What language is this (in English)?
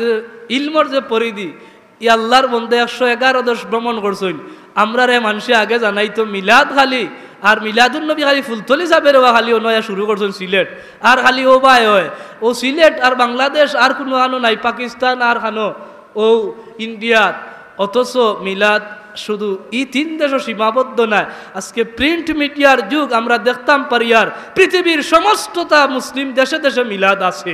Sylheti